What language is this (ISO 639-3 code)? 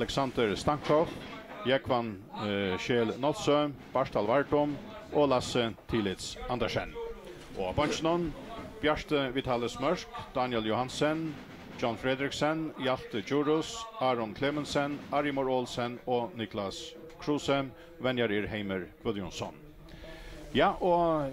fao